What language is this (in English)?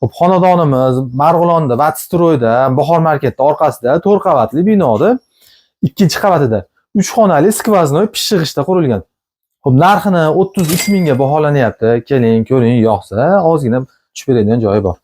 Uzbek